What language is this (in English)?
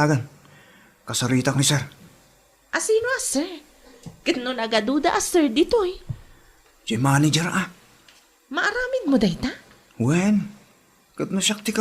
Iloko